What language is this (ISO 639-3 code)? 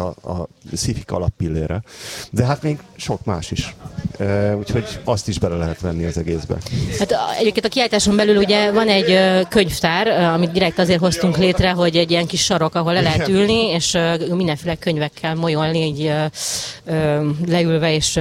hun